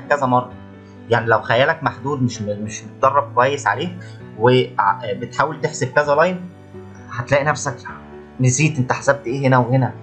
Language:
Egyptian Arabic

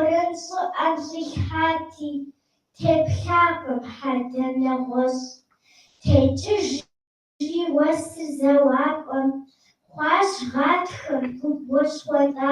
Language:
Kabardian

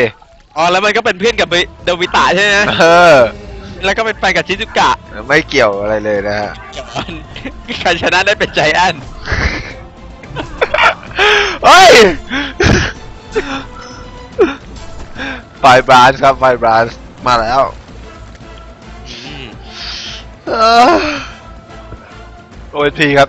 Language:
Thai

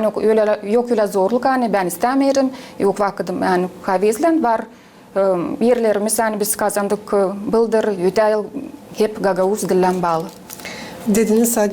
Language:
Gagauz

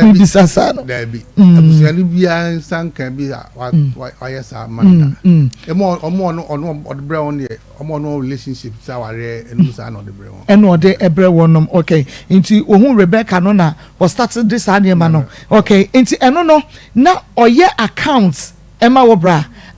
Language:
Akan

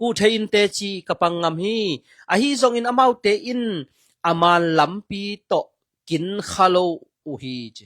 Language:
Tedim Chin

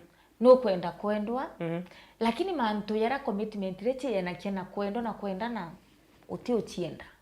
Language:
Meru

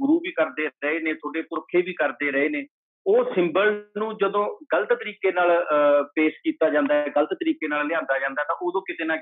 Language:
Punjabi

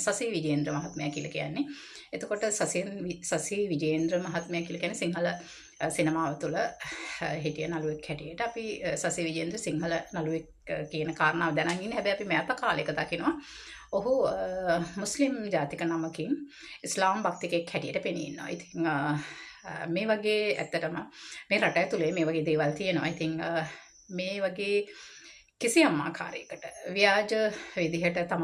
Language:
Sinhala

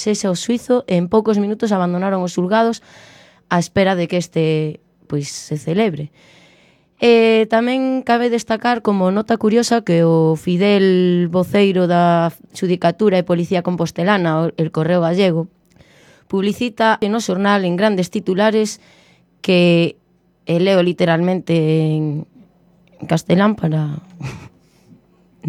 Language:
Galician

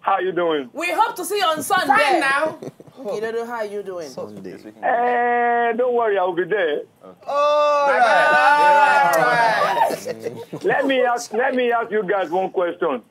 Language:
Nigerian Pidgin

